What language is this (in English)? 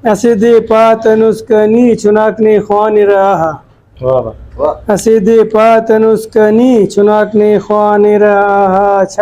Brahui